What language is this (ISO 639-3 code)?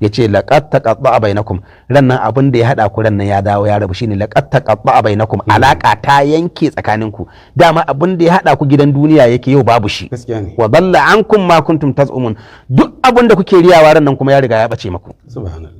hau